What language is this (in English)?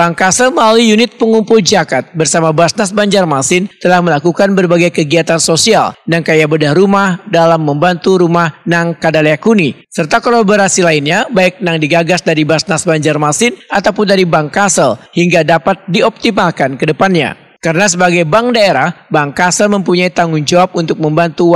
Banjar